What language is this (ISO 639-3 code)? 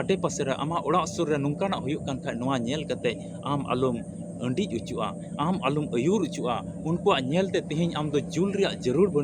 sat